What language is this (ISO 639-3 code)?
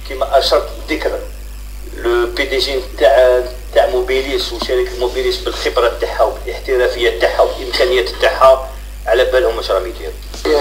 arq